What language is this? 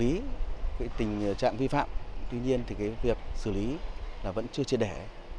Vietnamese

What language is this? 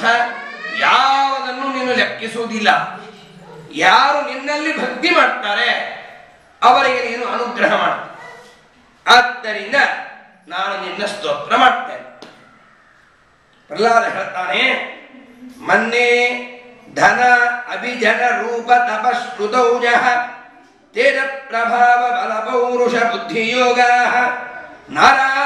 Kannada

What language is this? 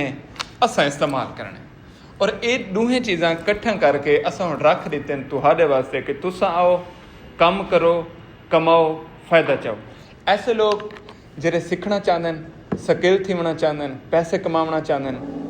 Saraiki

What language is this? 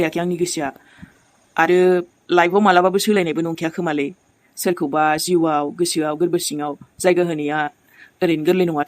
Bodo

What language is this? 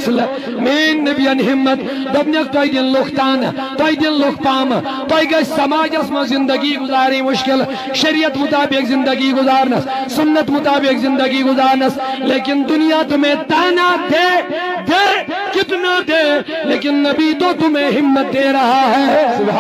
Kashmiri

